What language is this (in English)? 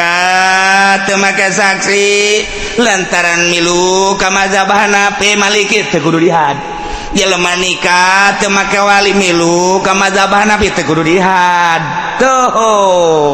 Sundanese